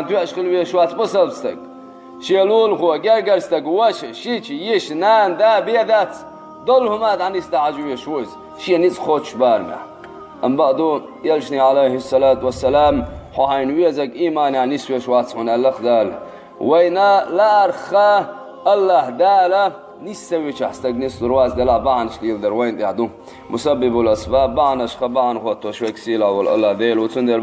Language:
Chechen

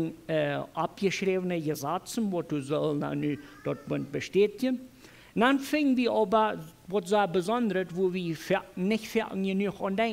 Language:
Plautdietsch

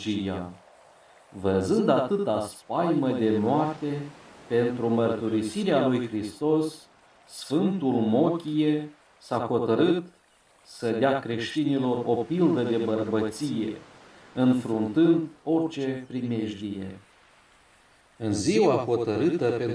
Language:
Romanian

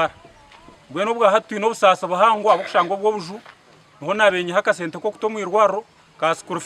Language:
Nyankole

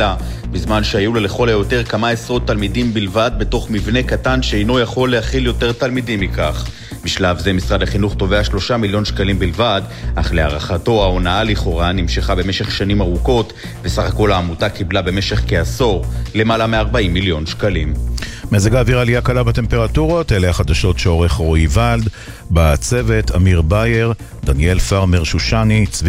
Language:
Hebrew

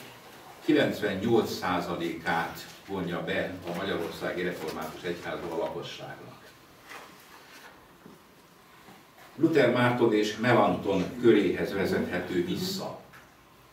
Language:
Hungarian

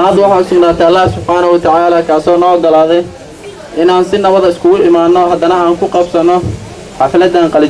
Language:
Somali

